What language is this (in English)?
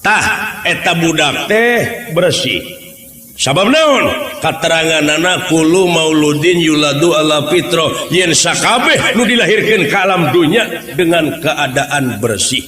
Sundanese